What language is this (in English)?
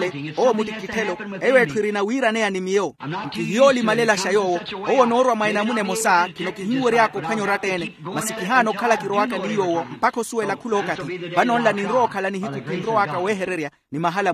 Makhuwa